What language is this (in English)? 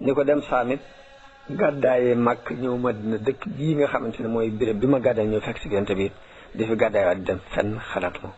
Wolof